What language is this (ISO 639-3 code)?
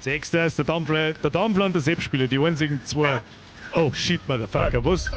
bar